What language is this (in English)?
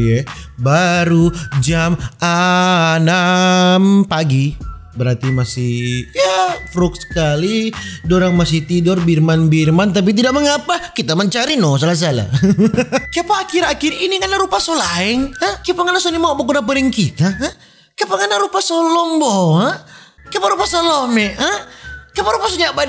Manado Malay